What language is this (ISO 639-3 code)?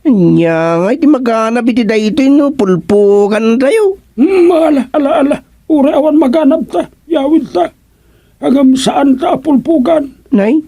ilo